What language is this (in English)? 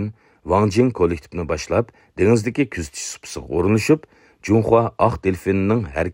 Uyghur